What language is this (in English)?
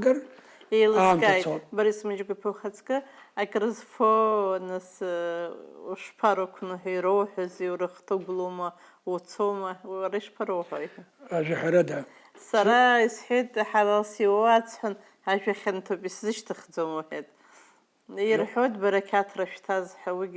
Abkhazian